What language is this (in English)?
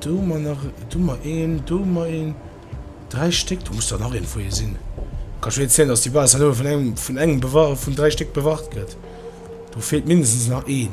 Luxembourgish